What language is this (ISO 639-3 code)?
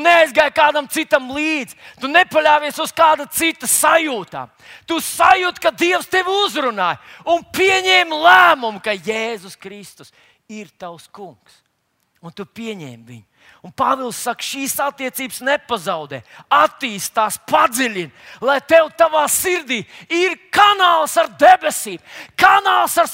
lav